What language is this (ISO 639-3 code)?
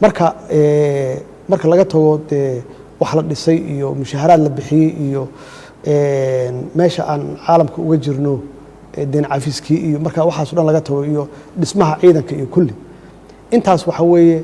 som